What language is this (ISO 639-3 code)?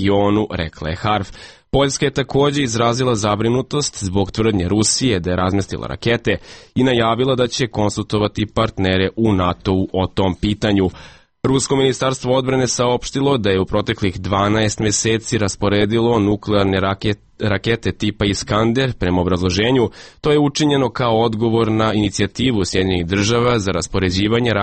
srp